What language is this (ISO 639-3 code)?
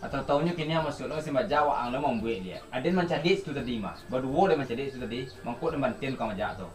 min